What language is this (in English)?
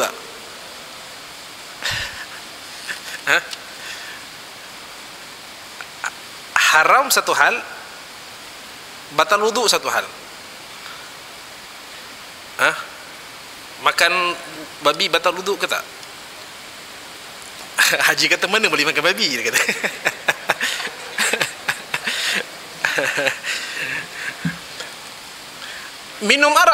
Malay